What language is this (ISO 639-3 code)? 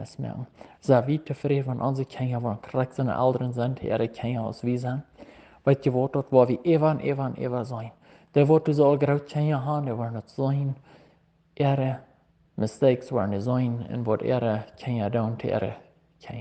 pdt